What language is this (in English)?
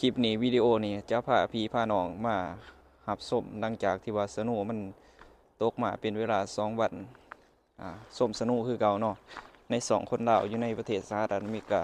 Lao